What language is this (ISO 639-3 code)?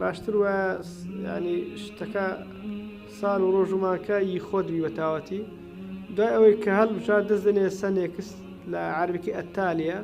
ckb